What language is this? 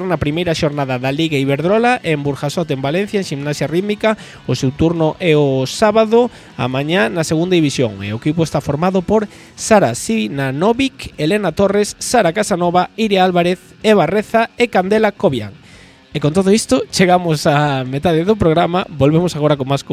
Galician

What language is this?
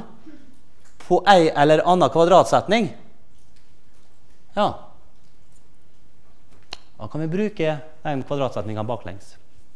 Norwegian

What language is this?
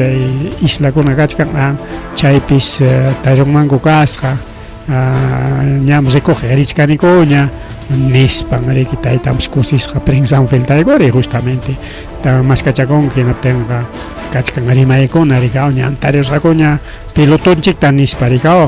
Ayacucho Quechua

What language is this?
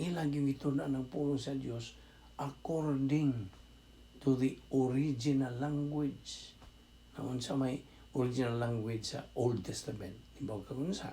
Cebuano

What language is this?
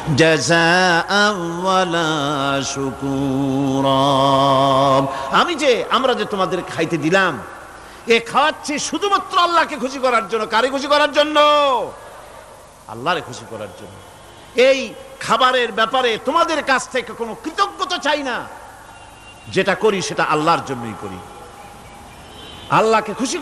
Bangla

